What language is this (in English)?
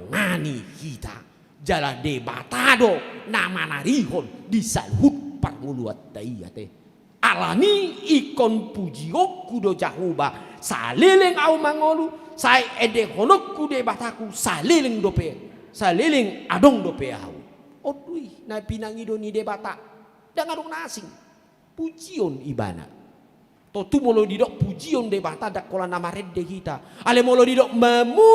Batak Toba